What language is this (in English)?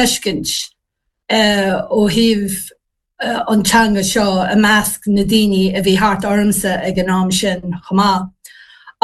Irish